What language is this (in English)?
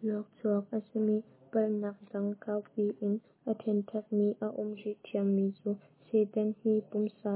Hakha Chin